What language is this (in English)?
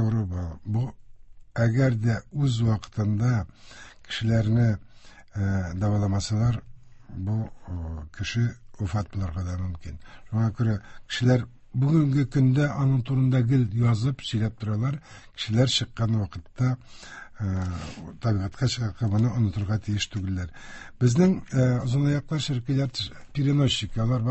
Tatar